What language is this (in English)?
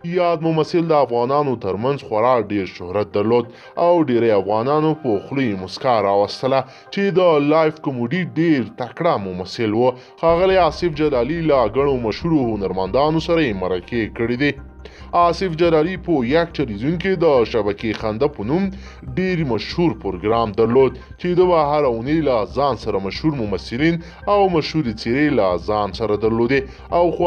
Pashto